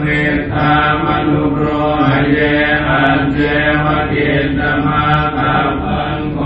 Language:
Pali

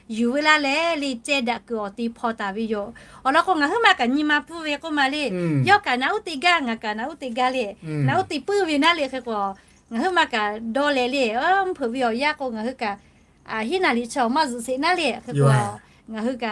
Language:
Lahu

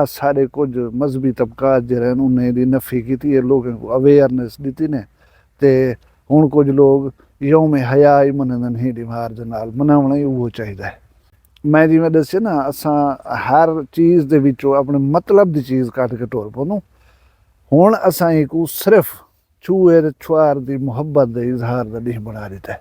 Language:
Saraiki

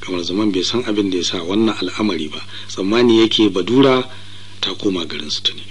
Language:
Hausa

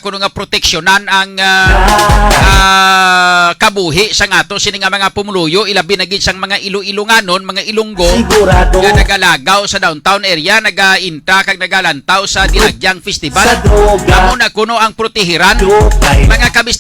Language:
Hiligaynon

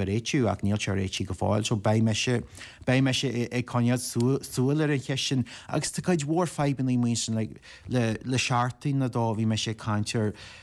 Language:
Irish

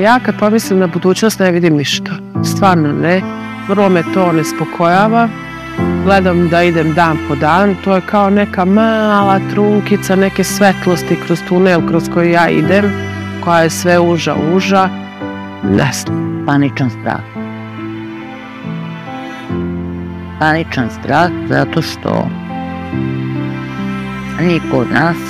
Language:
Serbian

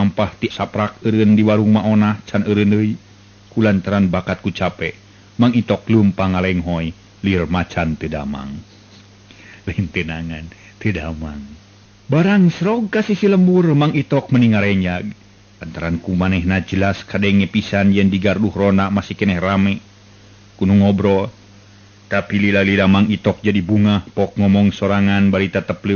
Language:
Sundanese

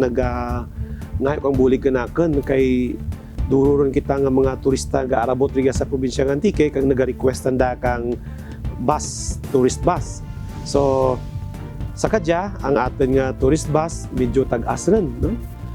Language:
Kinaray-a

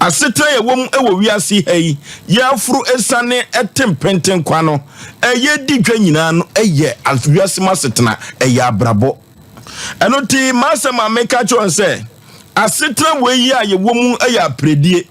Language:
Akan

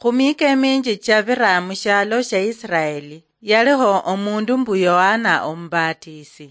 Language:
Luyia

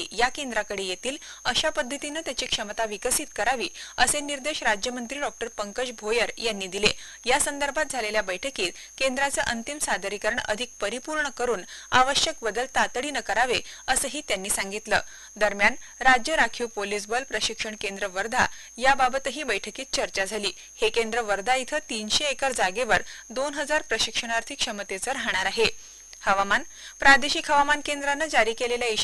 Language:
Marathi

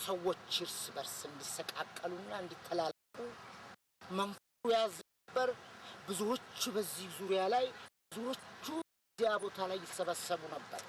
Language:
Amharic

